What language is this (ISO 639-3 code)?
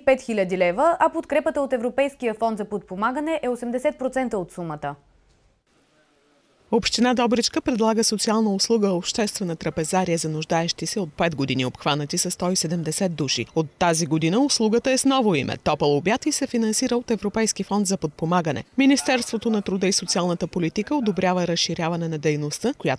bul